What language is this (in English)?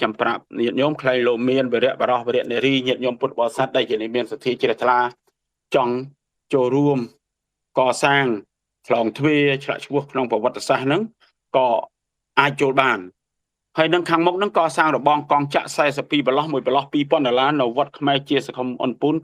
Khmer